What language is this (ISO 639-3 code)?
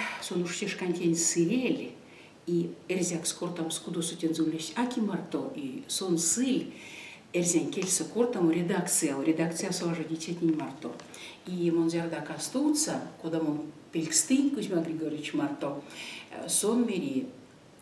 myv